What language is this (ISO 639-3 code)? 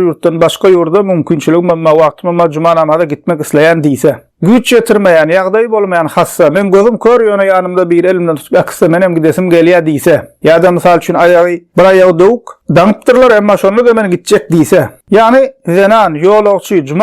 tuk